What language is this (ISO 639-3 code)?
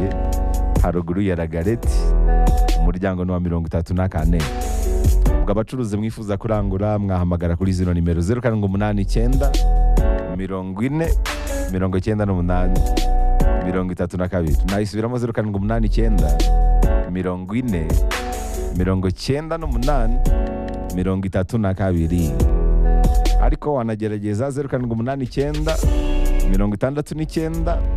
kin